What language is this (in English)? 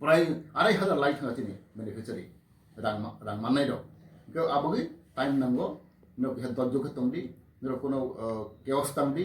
Kok Borok